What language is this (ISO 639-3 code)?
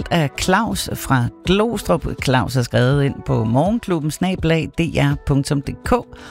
dan